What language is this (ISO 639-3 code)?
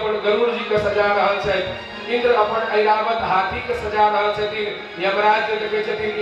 mai